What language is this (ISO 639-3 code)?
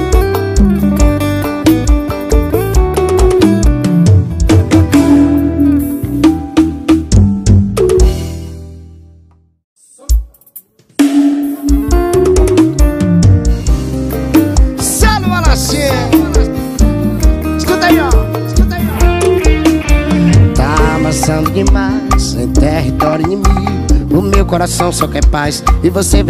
por